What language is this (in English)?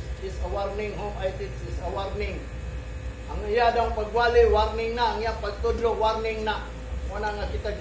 Cebuano